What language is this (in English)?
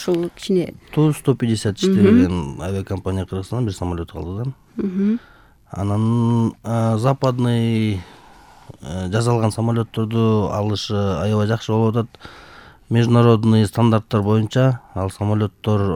Kyrgyz